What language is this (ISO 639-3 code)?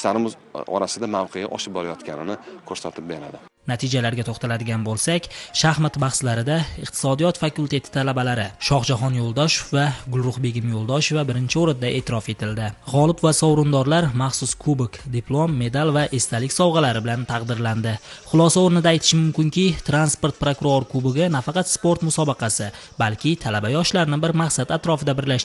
uzb